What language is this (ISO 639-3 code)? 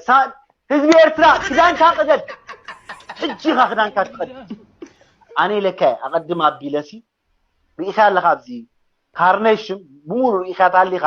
tir